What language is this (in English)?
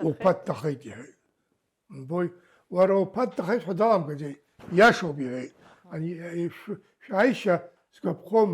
Abkhazian